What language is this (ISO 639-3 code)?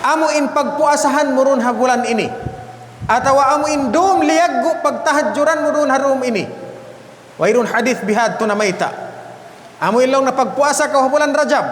tsg